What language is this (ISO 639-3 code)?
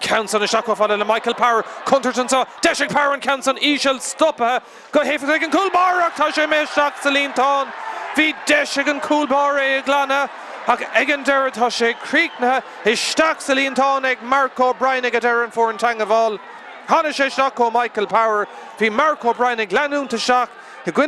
gle